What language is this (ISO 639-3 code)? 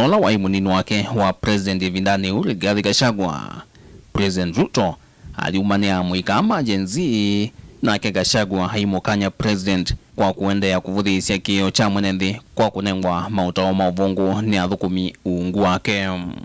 kam